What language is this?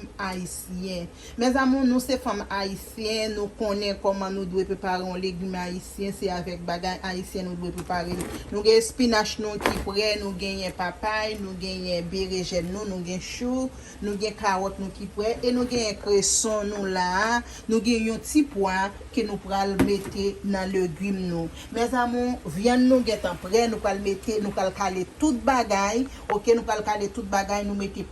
Haitian Creole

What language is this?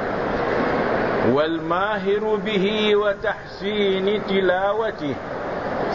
Malay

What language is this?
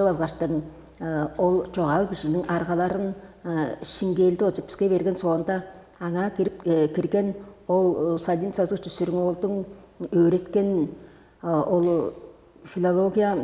Tuvinian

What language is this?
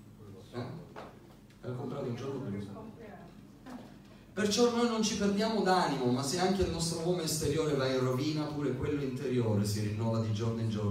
Italian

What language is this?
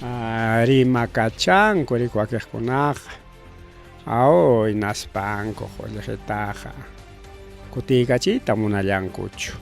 Ayacucho Quechua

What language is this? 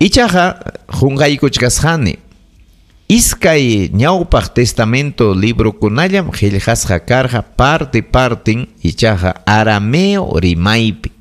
Ayacucho Quechua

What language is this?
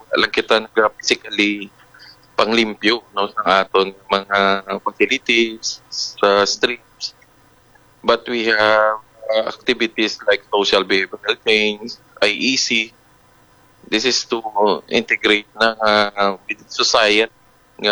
Hiligaynon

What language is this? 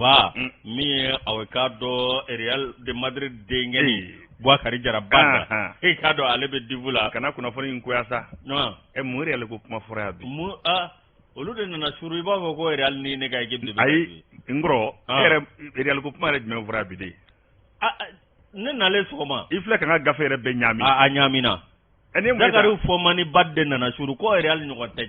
Bambara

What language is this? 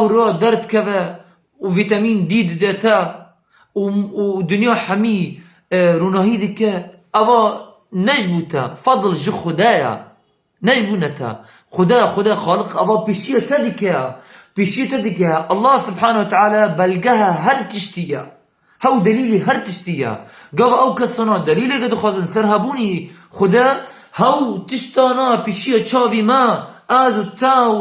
Kurdish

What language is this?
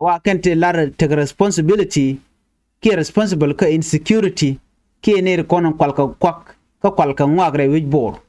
Nuer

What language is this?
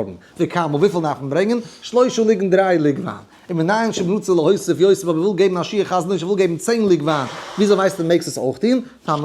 Yiddish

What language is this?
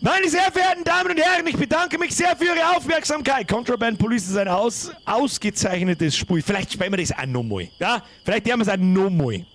Bavarian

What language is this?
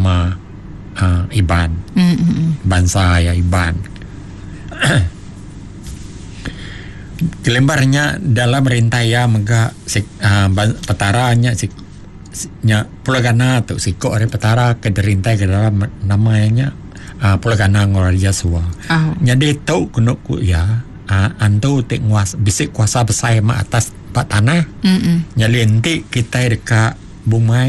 Iban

